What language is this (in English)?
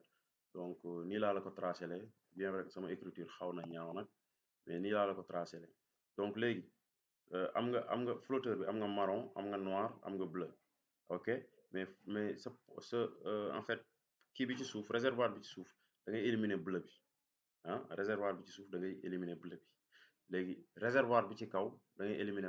Wolof